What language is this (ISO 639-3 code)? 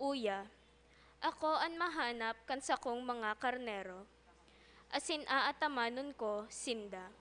bik